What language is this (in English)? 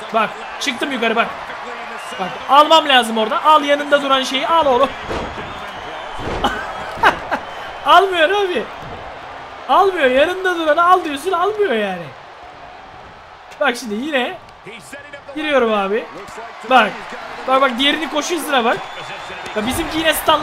Turkish